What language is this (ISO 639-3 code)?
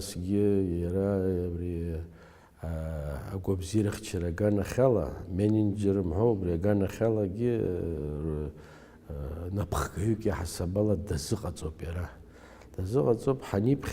abk